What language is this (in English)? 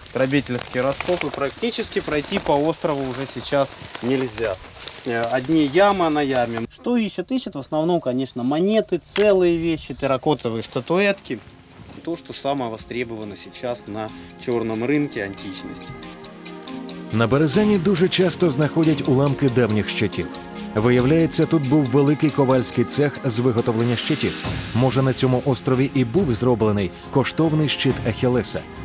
Ukrainian